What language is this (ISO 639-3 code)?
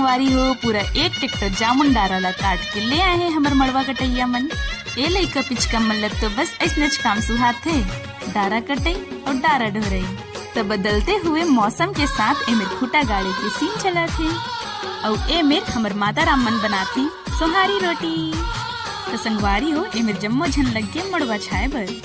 hne